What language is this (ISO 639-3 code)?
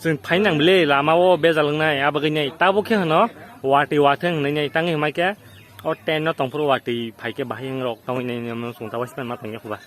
trp